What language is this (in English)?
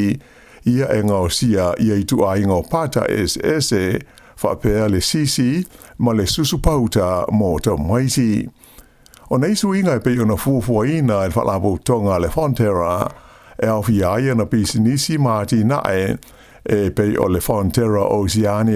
Samoan